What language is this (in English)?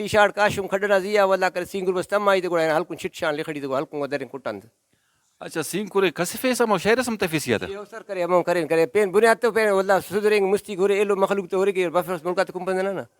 Brahui